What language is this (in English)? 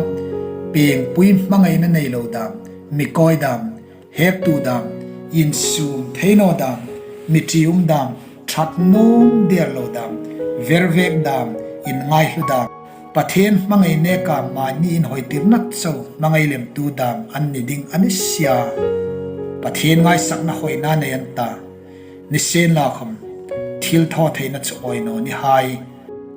Hmar